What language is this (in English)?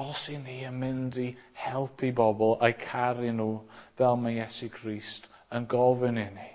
Welsh